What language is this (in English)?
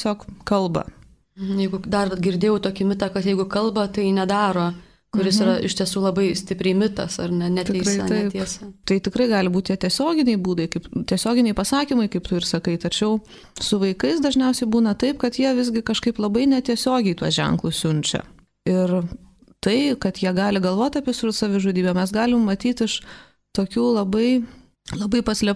Lithuanian